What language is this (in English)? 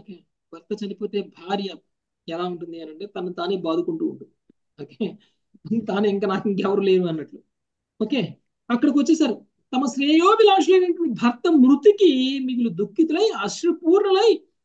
Telugu